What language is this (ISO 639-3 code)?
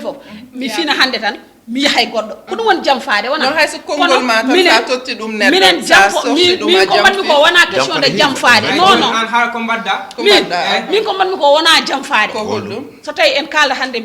ful